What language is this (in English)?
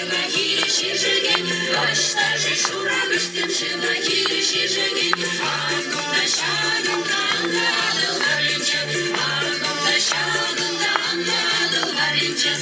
Chuvash